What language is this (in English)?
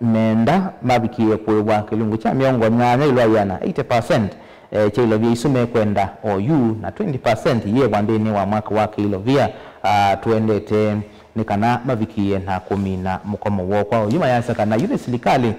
Kamba